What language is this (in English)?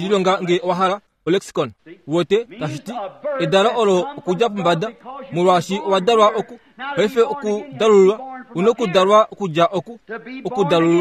Kuanyama